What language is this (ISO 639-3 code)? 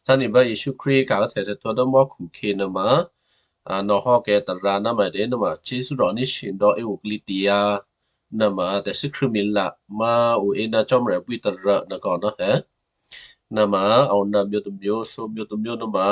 kyu